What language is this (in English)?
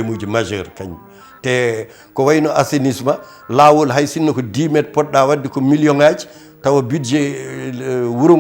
Fula